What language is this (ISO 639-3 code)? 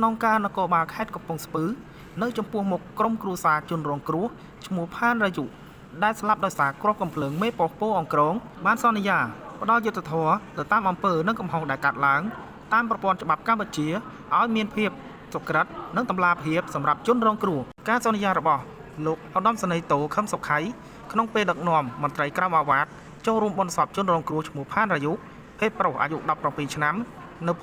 khm